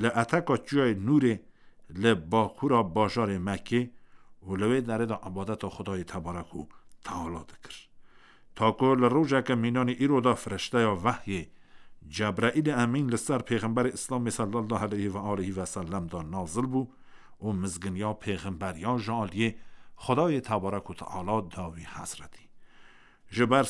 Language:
Kurdish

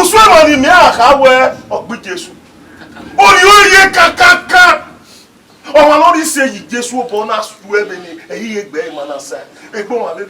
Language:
Bini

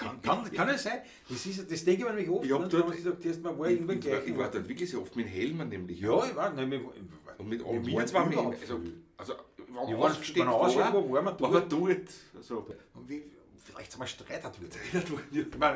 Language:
Bavarian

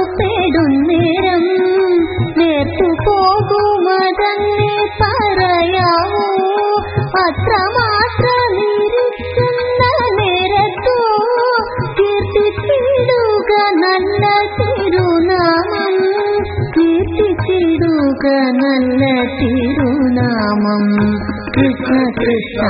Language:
Malayalam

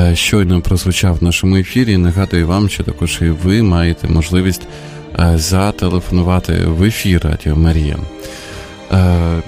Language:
Ukrainian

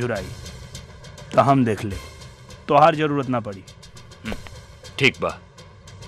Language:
Bhojpuri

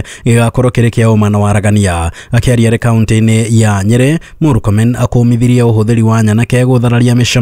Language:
Kikuyu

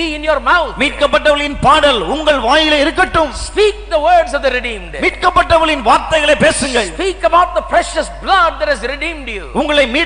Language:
Tamil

